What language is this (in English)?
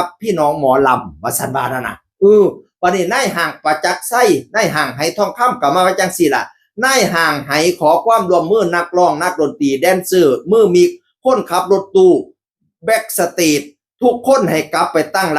Northeastern Thai